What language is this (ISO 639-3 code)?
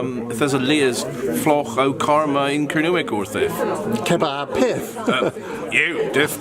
cor